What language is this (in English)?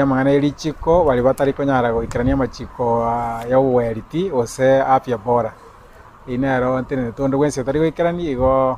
Gusii